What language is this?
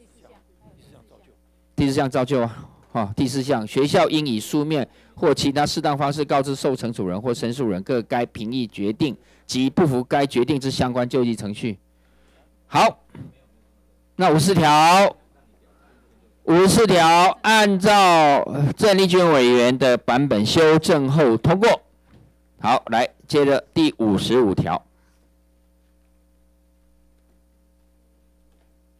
Chinese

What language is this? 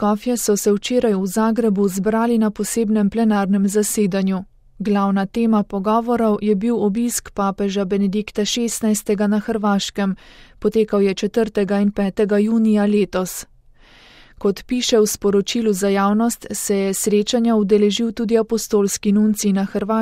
Slovenian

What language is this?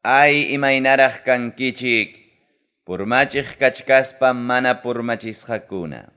Ayacucho Quechua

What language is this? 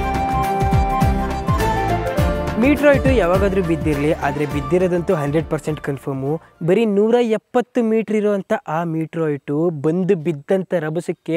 Kannada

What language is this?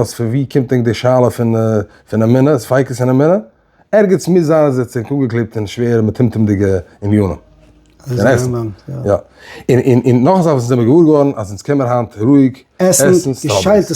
Yiddish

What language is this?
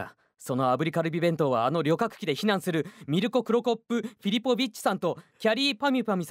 Japanese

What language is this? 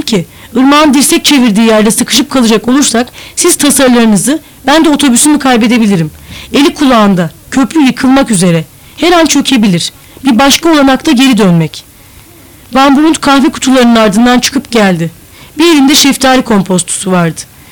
Turkish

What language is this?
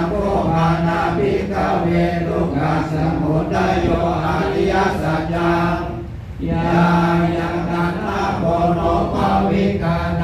Pali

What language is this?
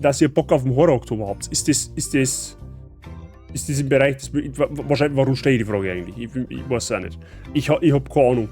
Bavarian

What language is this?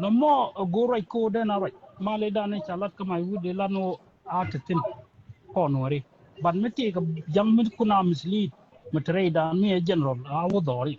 Nuer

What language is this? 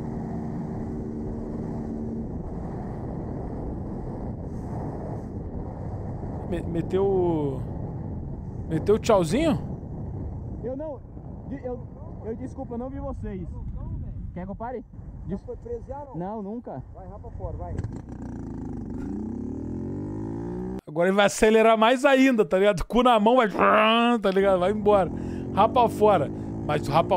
Portuguese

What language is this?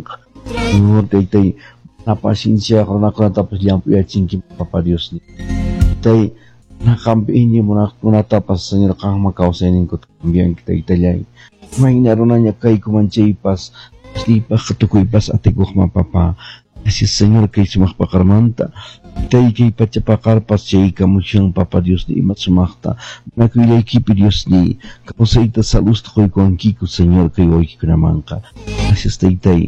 Quechua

